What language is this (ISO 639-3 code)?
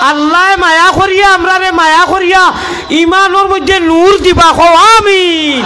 syl